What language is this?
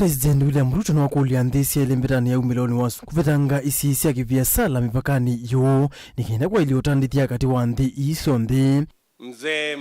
Kamba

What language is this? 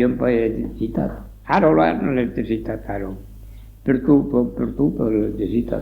Occitan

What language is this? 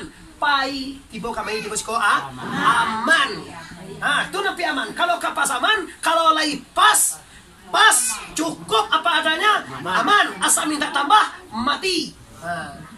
Minangkabau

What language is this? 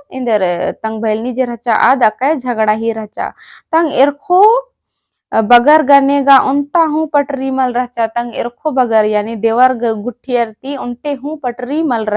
Kurukh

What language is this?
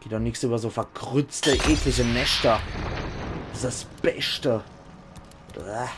Palatine German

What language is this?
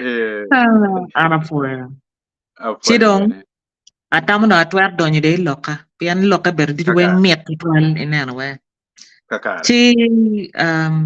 Acoli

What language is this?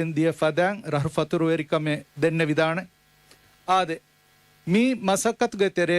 Divehi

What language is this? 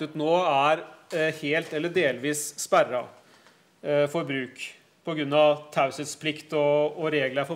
Norwegian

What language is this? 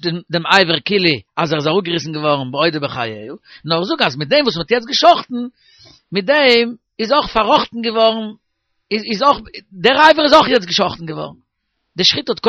Yiddish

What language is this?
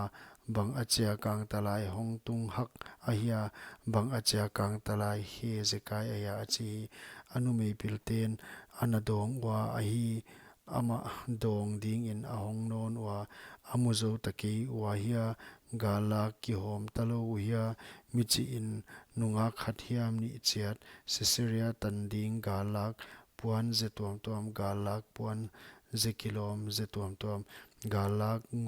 Paite Chin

